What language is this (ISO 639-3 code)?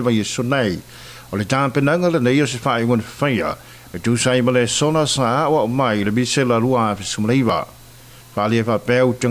smo